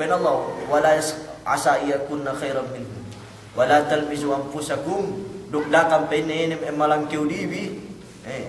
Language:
Yakan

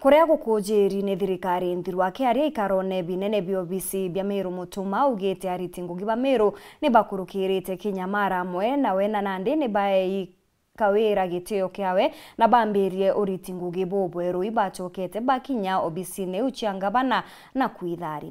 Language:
Meru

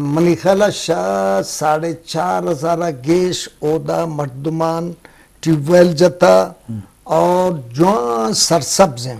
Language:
Eastern Balochi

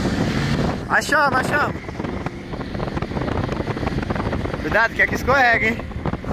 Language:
Portuguese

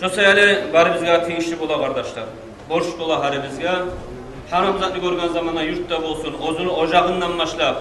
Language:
Kumyk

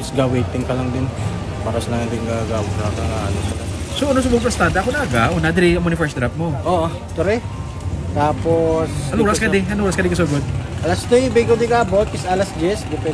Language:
Hiligaynon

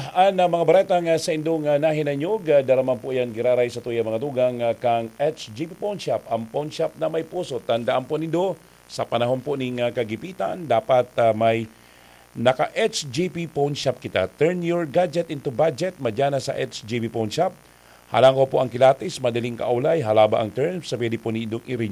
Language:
Bikol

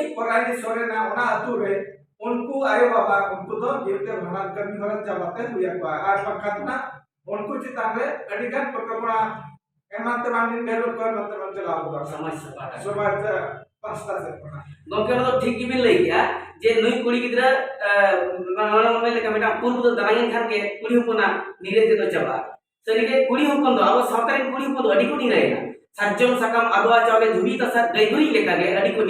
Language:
Santali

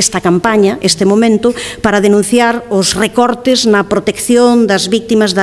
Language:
Galician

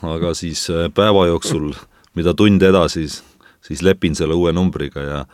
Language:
Estonian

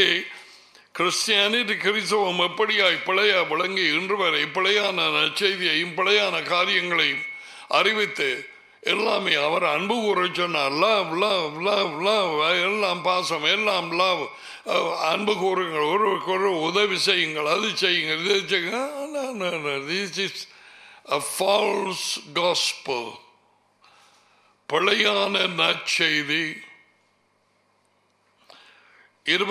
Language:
Tamil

